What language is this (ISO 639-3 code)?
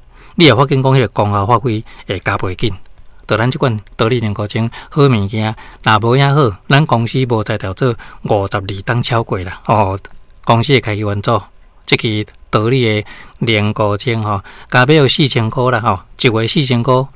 nan